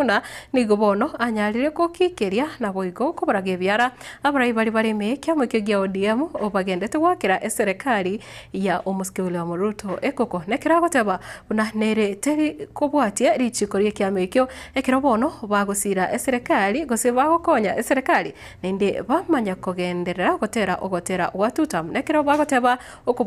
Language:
Gusii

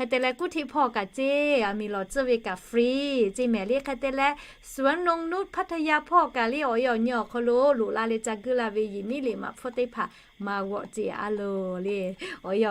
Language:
Lahu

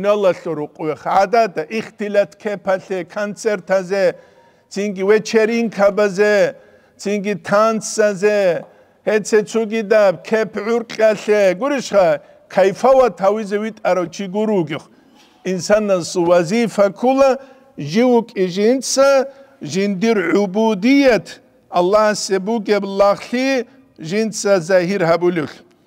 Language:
Avaric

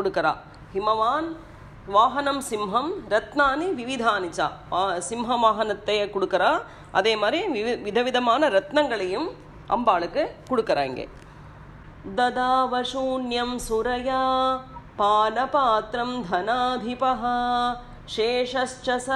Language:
Tamil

